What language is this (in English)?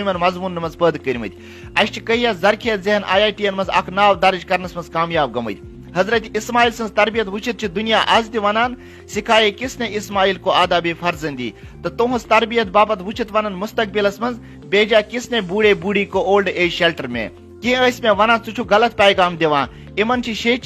Kashmiri